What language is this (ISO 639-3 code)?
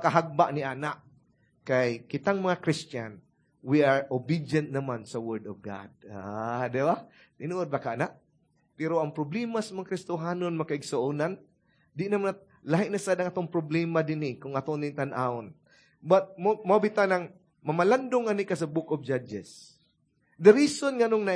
ceb